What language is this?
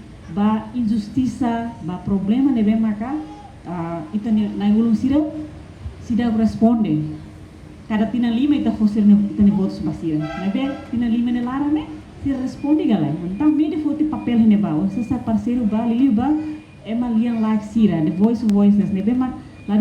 Tetum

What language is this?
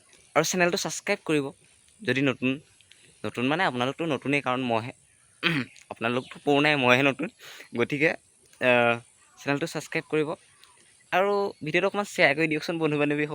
Assamese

